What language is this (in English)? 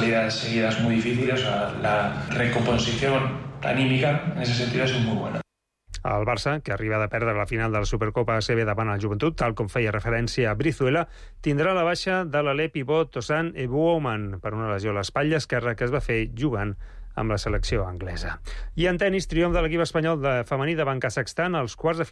Catalan